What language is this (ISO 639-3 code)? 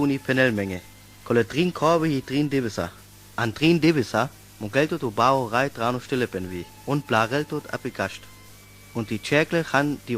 rmo